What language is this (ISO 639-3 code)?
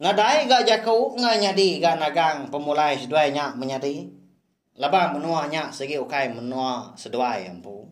iba